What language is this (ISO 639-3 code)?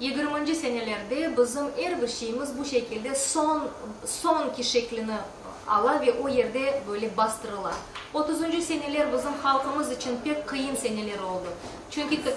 crh